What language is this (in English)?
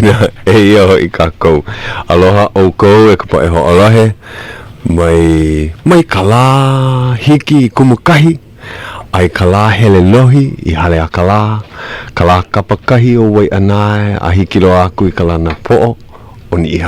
Hawaiian